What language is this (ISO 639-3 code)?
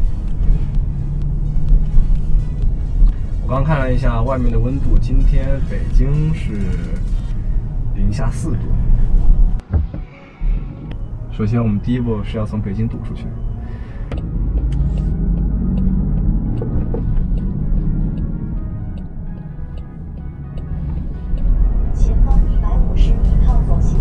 zho